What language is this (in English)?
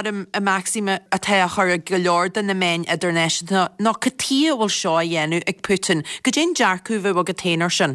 Irish